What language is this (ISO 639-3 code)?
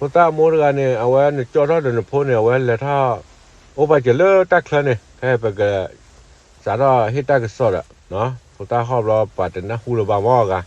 ksw